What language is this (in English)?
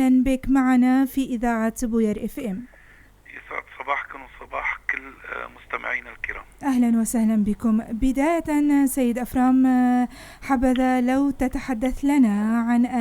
North Levantine Arabic